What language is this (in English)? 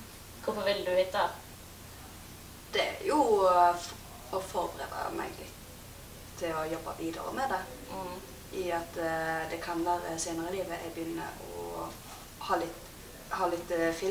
Norwegian